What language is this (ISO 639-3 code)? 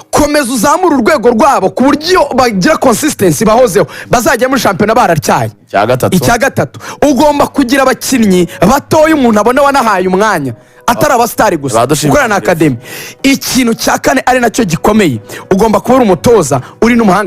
kin